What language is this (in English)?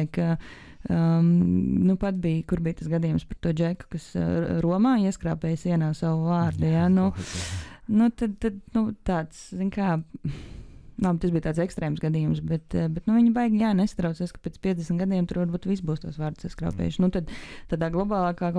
Latvian